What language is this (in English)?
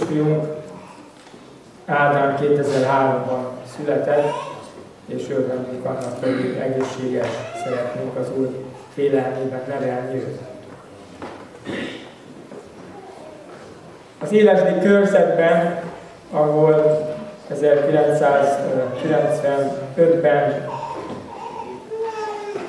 Hungarian